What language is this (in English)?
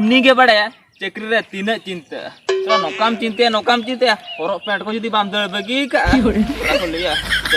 Santali